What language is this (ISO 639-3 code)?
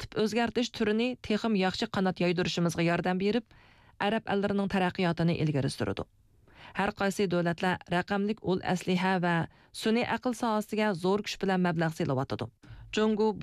uig